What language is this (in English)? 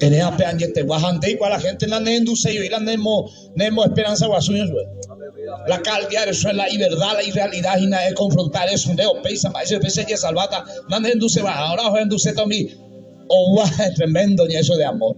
Guarani